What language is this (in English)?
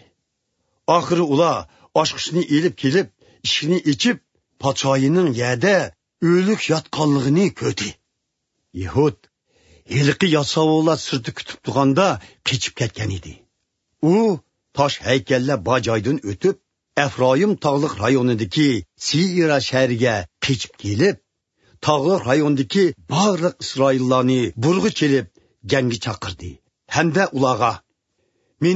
Uyghur